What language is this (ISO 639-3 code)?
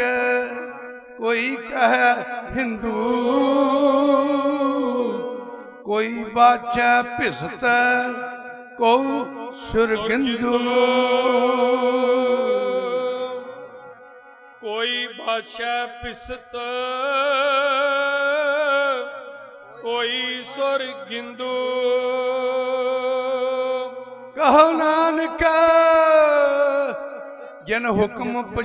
pan